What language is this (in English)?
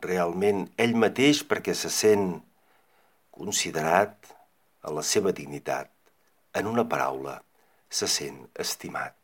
Catalan